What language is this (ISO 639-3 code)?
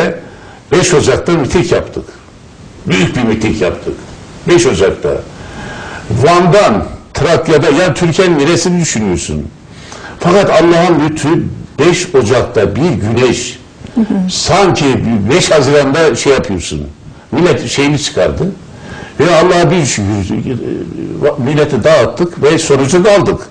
tur